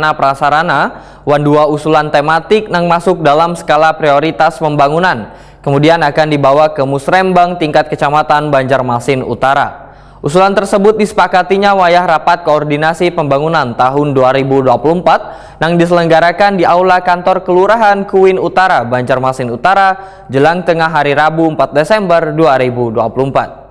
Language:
Banjar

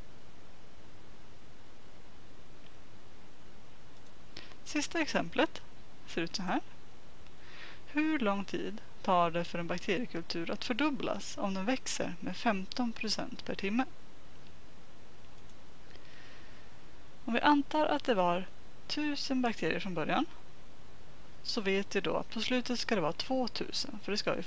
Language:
Swedish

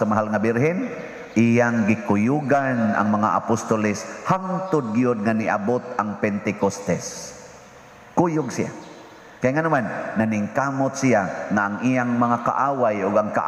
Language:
Cebuano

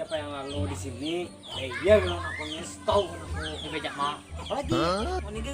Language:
Banjar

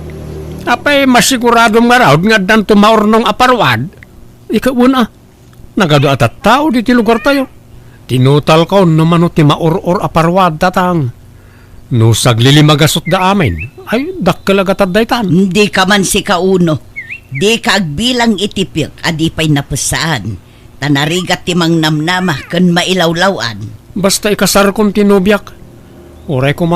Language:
Iloko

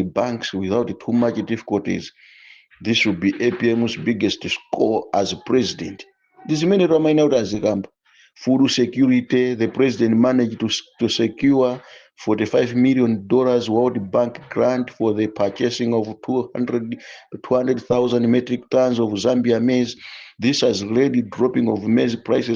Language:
Nyanja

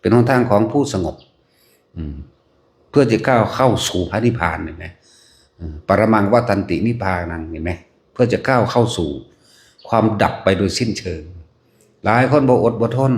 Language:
Northeastern Thai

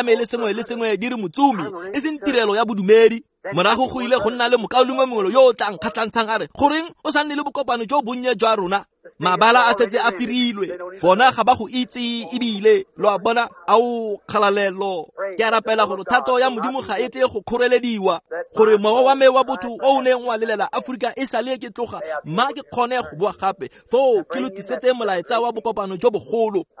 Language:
Tswana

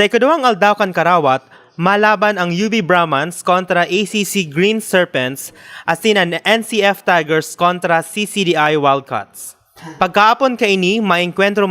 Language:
Bikol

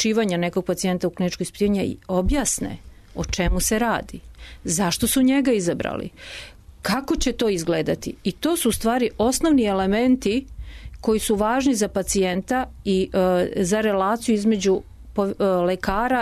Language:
Serbian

